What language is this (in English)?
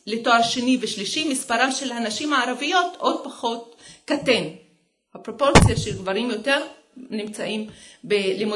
Hebrew